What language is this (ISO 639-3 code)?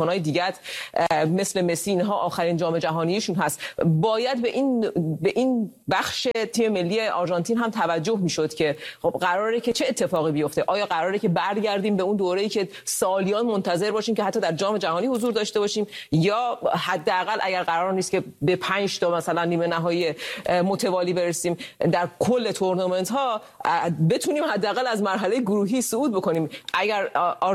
fas